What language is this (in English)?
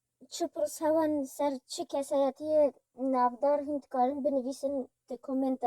Kurdish